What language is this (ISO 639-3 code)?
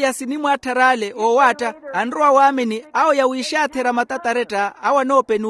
vmw